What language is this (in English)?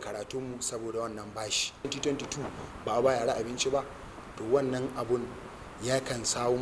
Hausa